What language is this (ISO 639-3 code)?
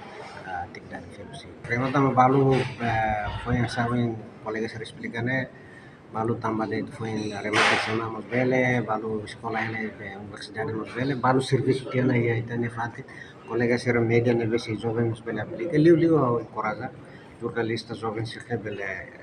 tet